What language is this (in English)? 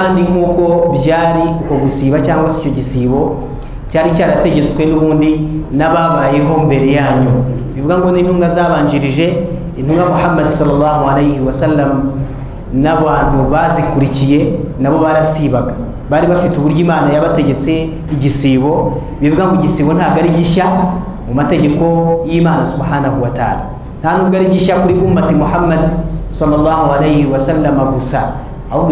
Kinyarwanda